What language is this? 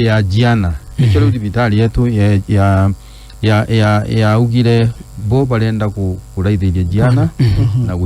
Meru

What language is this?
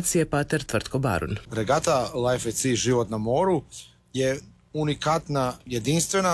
Croatian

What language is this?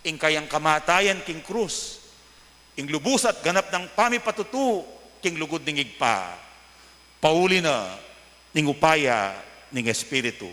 Pampanga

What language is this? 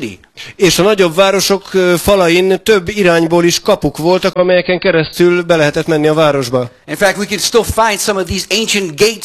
Hungarian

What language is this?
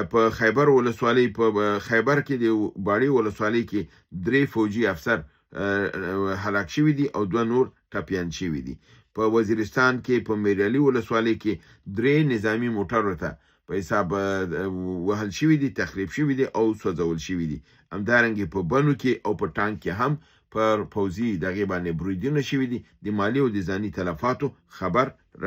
Pashto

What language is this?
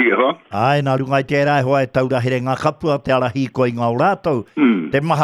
Māori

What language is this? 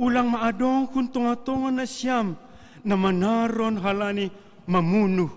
Batak Simalungun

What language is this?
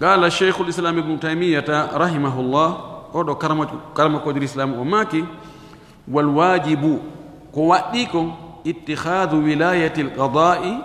Fula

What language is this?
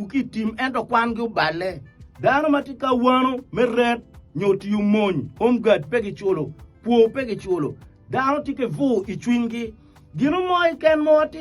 Acoli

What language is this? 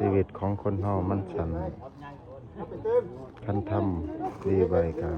Lao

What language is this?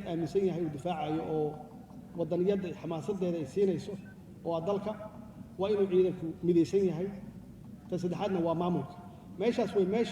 Somali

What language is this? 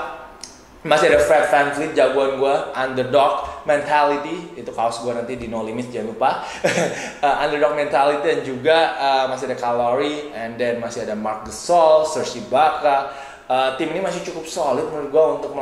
Indonesian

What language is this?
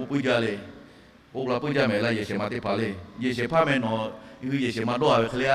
Lahu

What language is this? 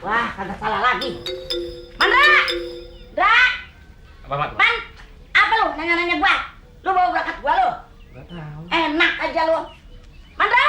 Betawi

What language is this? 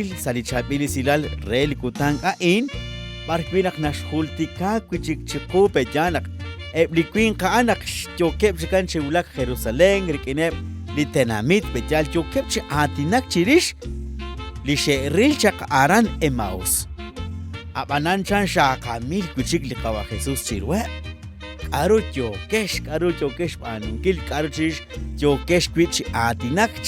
Kekchí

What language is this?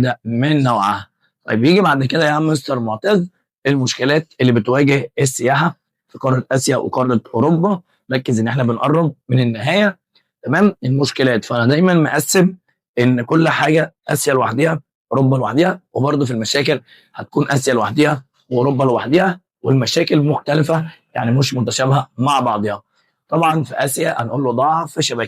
Egyptian Arabic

